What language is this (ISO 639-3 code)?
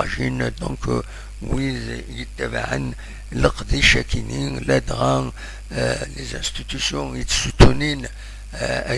kab